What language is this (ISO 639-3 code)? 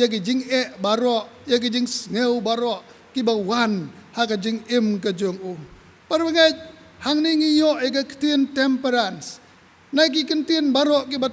kha